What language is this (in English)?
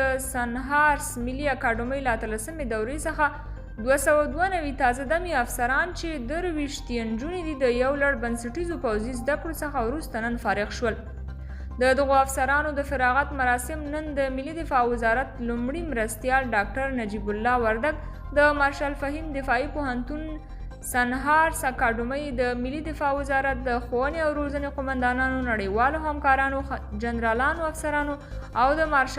Pashto